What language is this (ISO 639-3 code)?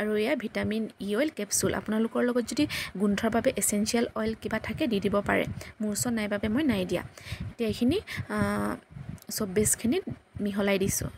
asm